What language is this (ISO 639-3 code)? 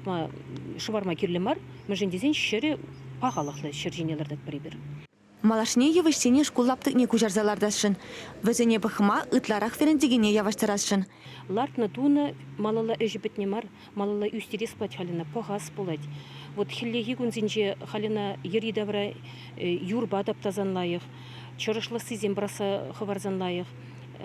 chv